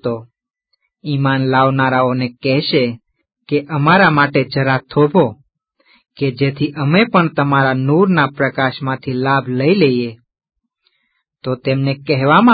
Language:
Gujarati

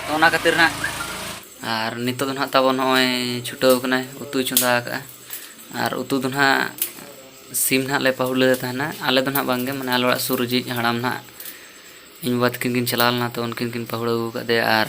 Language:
Santali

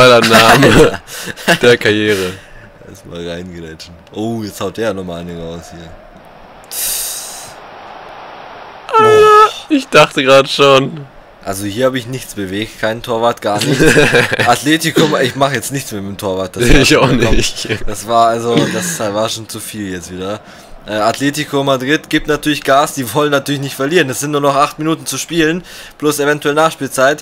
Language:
German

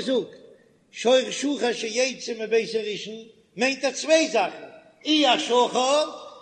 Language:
Yiddish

